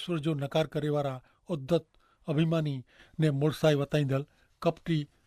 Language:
Kachhi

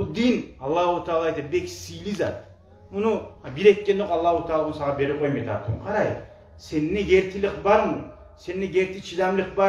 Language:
Kumyk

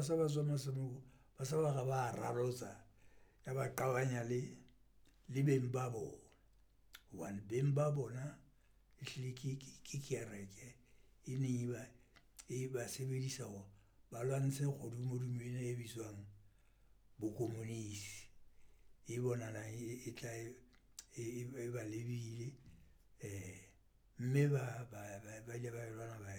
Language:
Southern Sotho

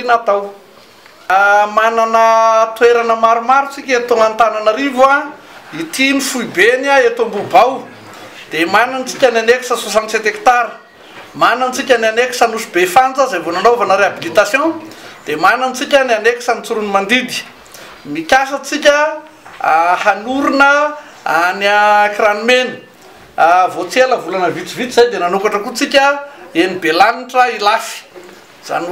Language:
Malagasy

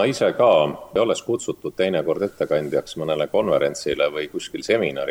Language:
Estonian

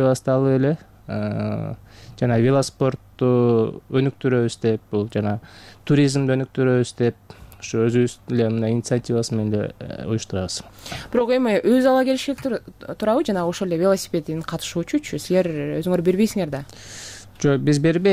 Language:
Kyrgyz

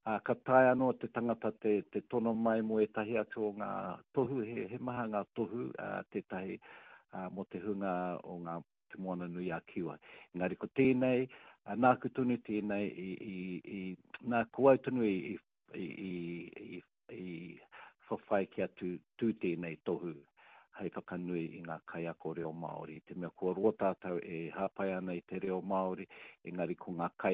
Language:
Māori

